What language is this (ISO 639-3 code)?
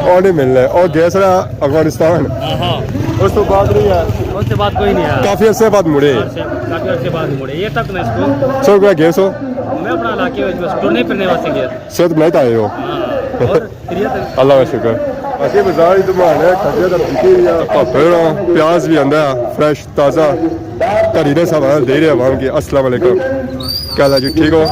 phr